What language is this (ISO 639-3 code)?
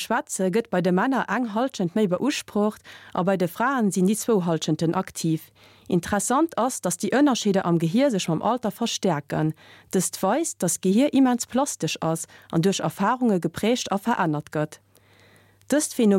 ltz